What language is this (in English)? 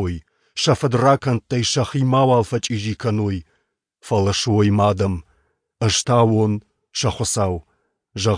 Ossetic